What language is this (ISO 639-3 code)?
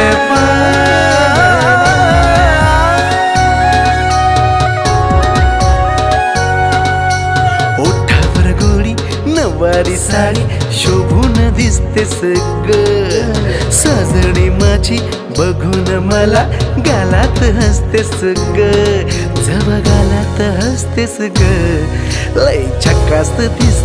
mar